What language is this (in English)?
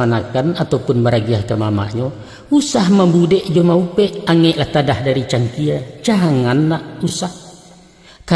Minangkabau